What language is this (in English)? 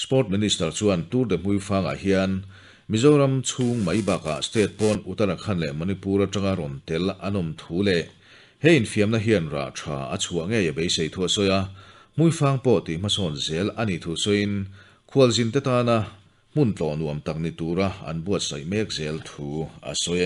Mizo